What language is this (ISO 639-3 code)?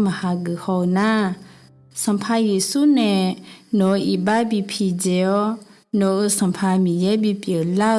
ahk